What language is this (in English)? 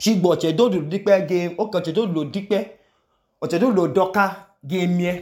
Idoma